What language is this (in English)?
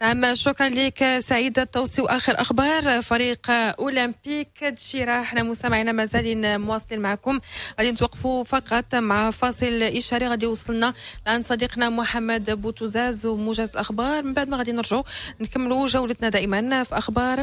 Moroccan Arabic